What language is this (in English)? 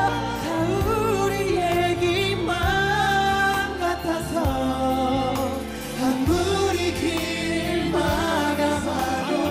Korean